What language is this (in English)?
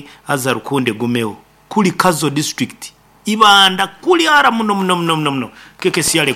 Nyankole